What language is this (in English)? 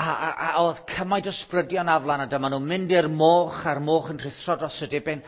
Welsh